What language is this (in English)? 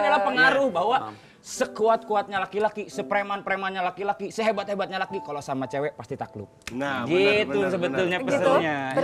Indonesian